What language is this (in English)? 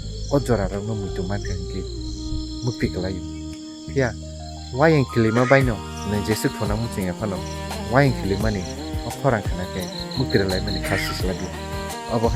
Kok Borok